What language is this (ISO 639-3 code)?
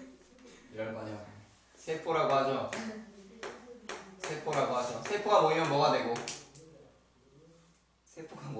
kor